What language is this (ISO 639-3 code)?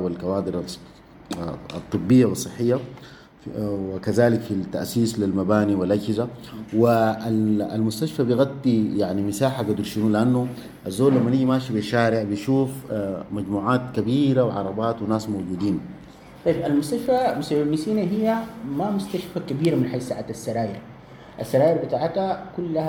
apd